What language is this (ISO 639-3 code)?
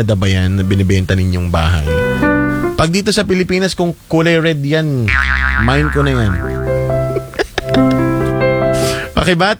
fil